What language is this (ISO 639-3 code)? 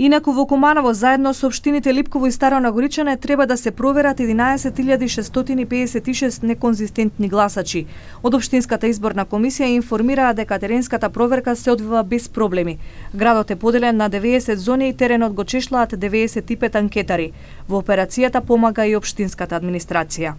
mkd